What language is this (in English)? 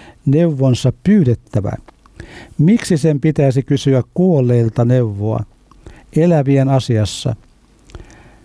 Finnish